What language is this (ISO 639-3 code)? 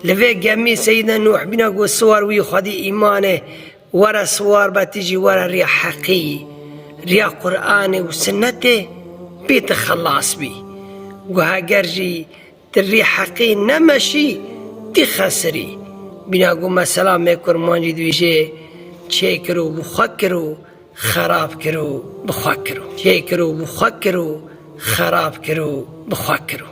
kur